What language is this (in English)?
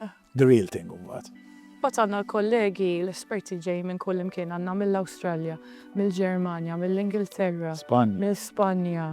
Maltese